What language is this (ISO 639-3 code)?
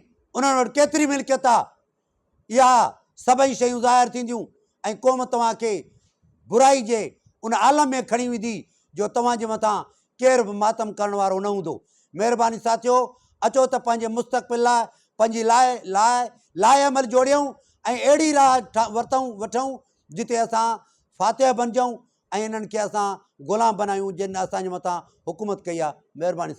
snd